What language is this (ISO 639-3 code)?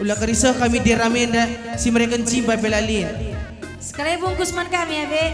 btx